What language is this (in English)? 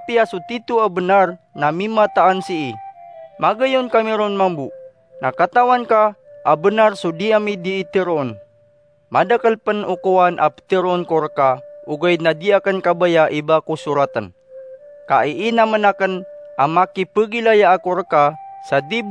Maranao